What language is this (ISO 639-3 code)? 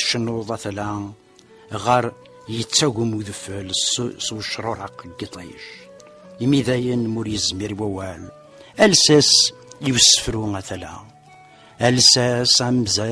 kab